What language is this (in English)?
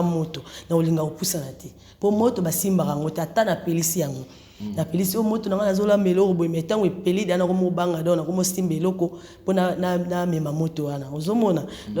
Lingala